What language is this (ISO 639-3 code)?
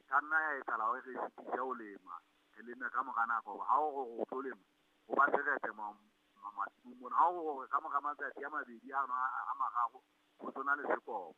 sot